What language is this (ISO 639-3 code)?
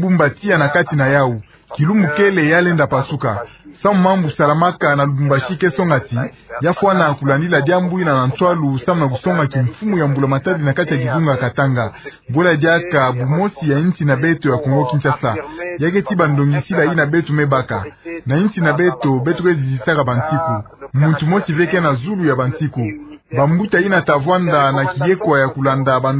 ktu